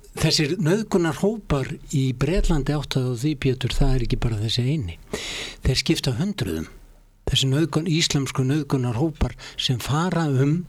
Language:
Icelandic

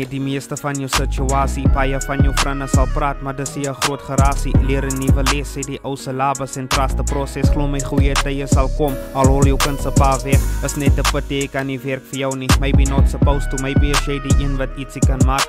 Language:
Afrikaans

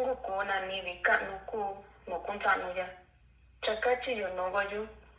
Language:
Mixtepec Mixtec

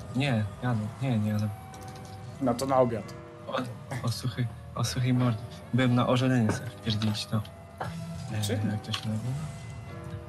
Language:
Polish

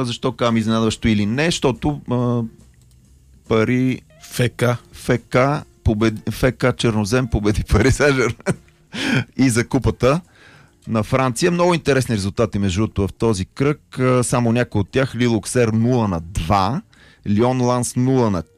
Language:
Bulgarian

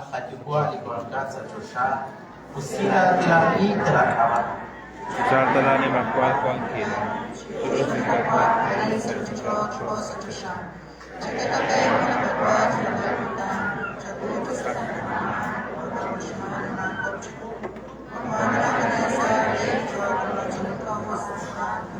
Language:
Kekchí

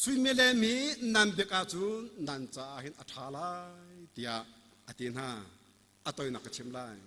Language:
Hakha Chin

